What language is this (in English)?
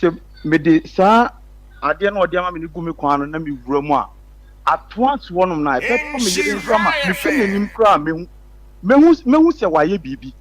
Akan